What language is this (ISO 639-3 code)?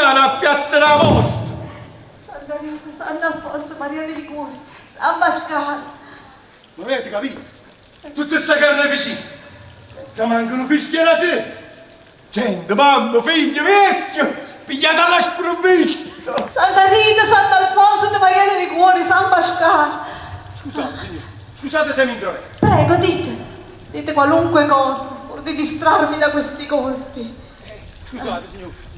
nap